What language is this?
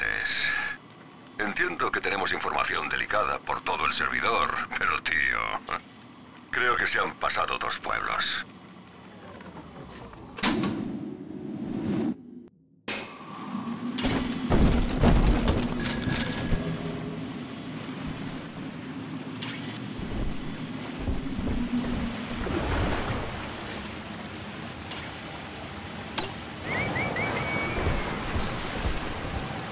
Spanish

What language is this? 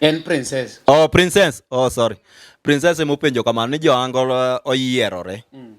Luo (Kenya and Tanzania)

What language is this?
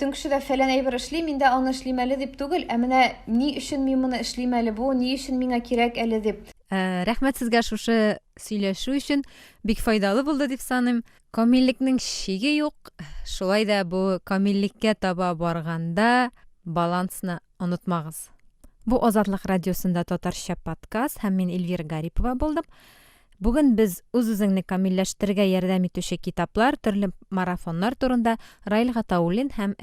Tatar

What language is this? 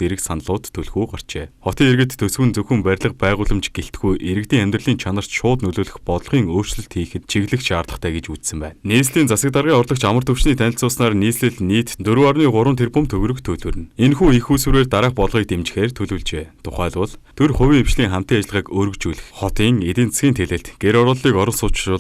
Mongolian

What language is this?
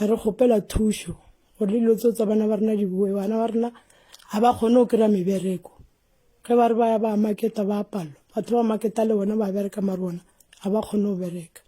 Northern Sotho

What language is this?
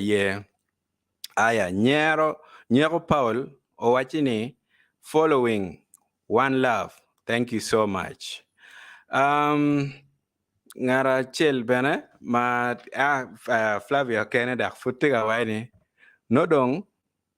Acoli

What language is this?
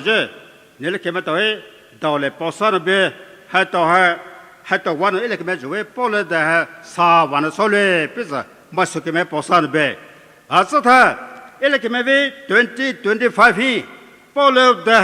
Poumei Naga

